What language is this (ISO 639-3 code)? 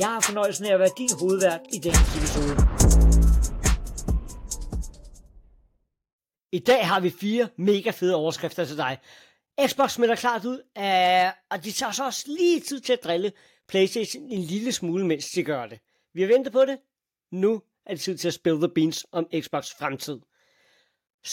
dan